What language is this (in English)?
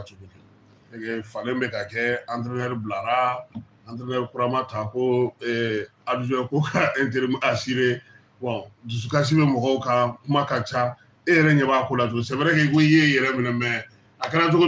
Bambara